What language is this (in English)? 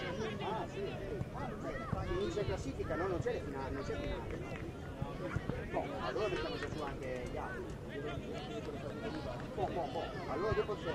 Italian